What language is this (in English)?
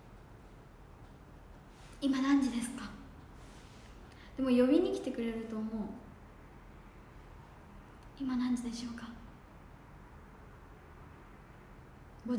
Japanese